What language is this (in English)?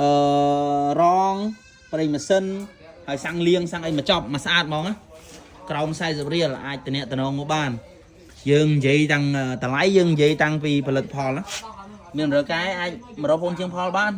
Khmer